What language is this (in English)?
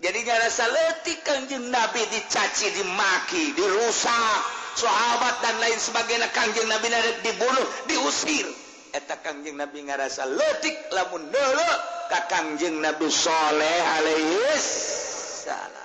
Sundanese